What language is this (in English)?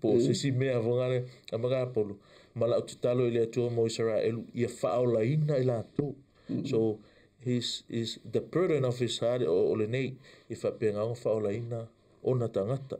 Samoan